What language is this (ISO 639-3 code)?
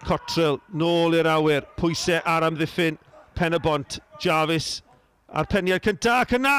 cym